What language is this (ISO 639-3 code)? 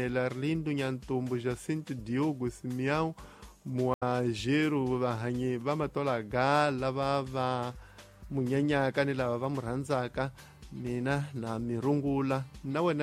tso